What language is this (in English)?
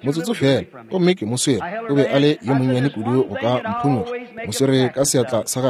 Northern Sotho